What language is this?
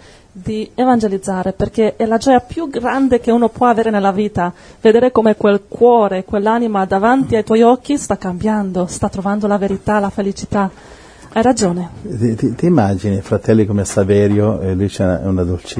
Italian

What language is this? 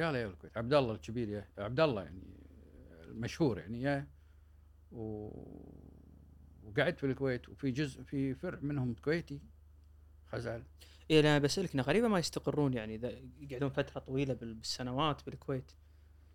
Gulf Arabic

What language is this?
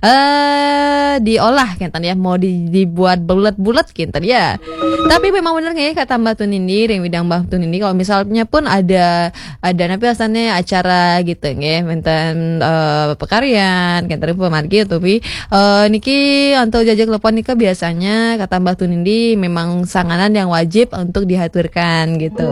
Balinese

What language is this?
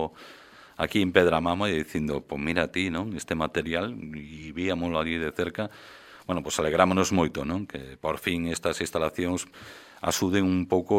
Galician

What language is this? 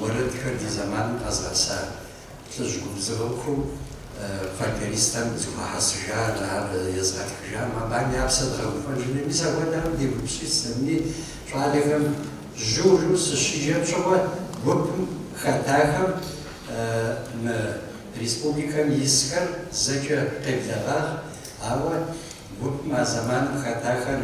Kabardian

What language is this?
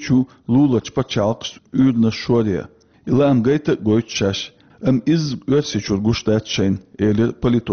Chechen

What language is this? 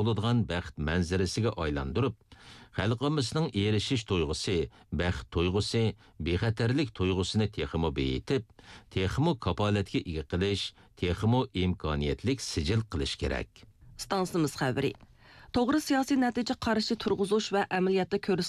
Uyghur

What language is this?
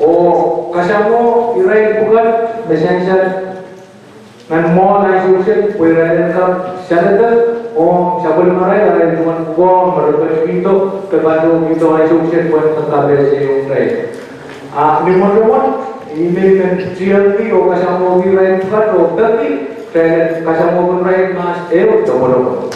Pohnpeian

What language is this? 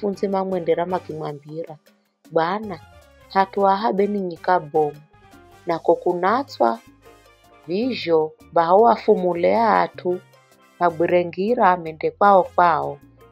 Giryama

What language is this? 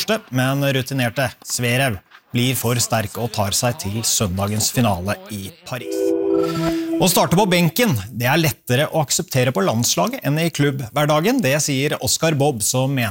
Norwegian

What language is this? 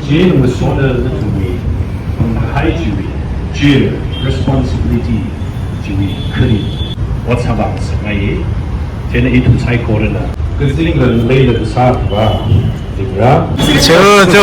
Tangkhul Naga (India)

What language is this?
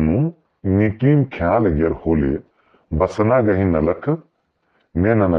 Kurukh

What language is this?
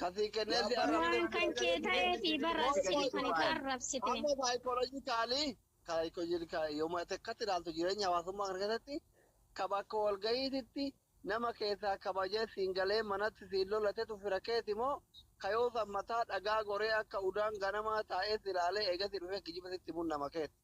Oromo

